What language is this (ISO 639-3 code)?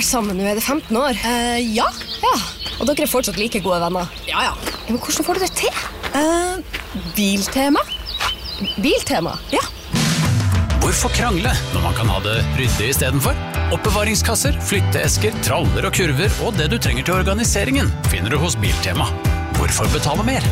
nor